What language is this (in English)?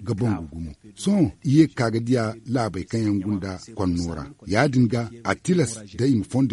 Zarma